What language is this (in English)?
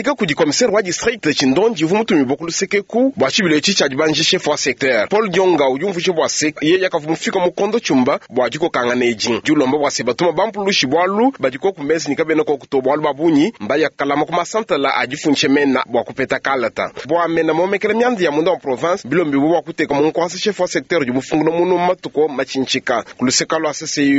Luba-Lulua